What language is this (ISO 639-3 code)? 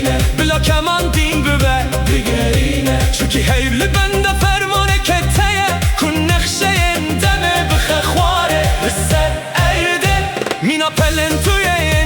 kur